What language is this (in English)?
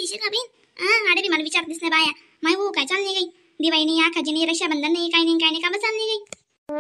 Khandesi